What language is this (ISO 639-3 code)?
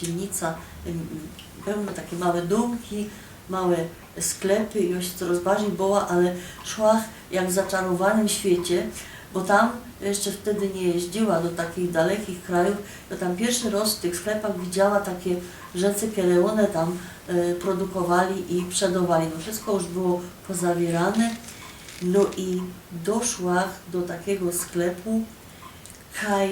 szl